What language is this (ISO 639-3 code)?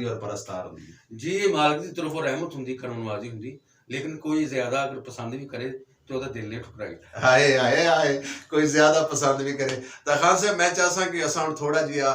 skr